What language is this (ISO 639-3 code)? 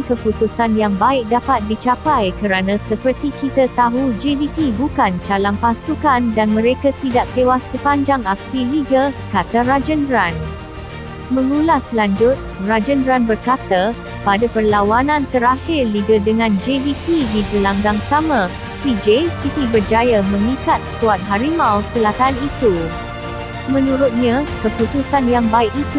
msa